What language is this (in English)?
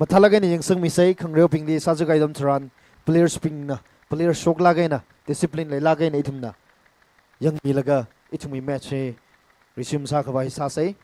Tangkhul Naga (India)